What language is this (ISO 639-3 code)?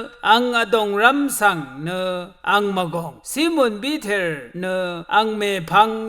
raw